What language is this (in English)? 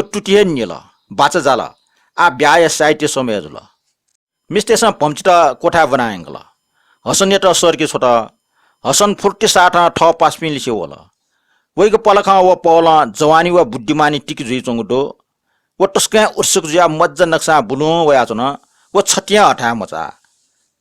Newari